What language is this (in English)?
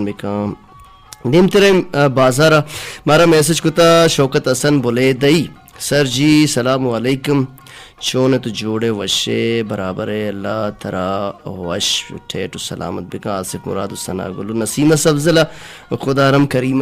Baluchi